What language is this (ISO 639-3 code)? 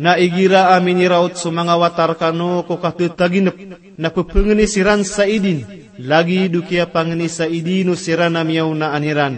mrw